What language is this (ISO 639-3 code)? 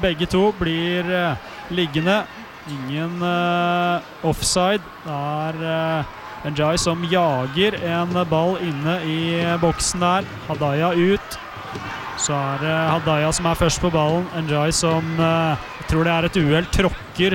nor